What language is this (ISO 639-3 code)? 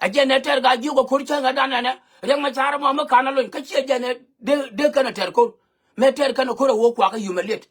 nus